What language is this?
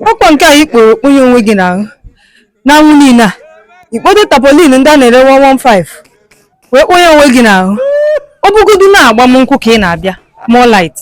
Igbo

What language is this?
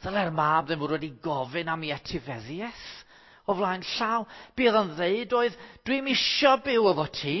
Welsh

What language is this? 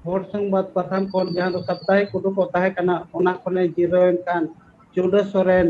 Santali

